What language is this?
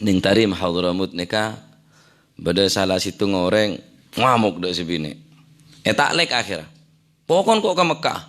Madurese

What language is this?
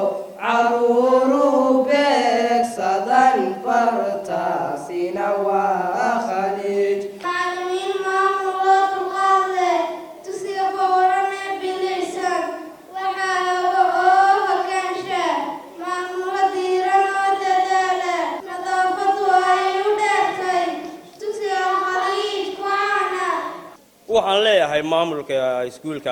Somali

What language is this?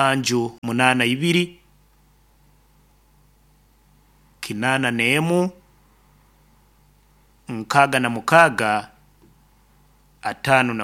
Nyoro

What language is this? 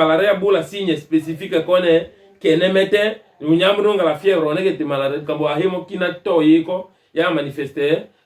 Tetela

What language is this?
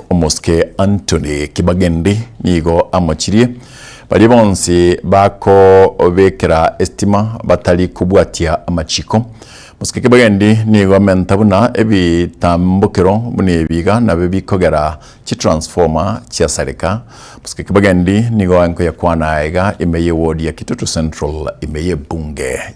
Gusii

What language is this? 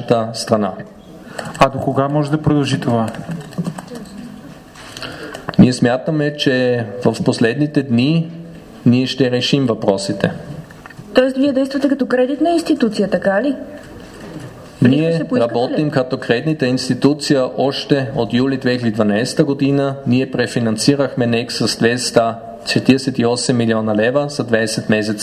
Bulgarian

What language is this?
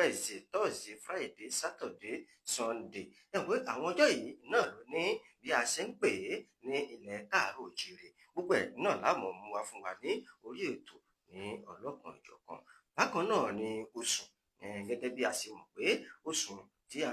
Yoruba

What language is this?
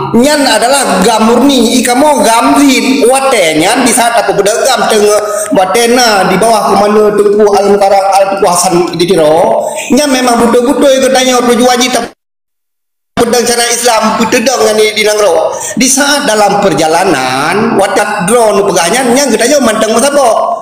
Achinese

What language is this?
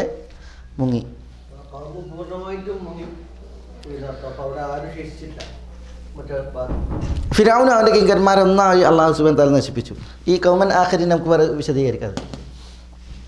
Malayalam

